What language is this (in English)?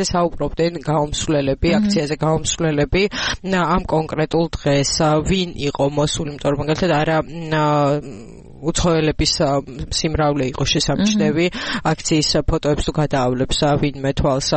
Georgian